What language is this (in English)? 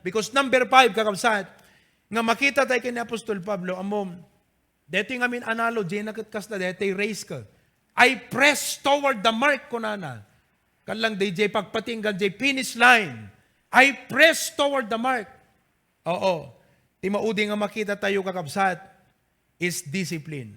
Iloko